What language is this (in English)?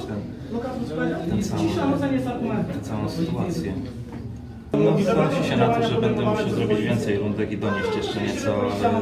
Polish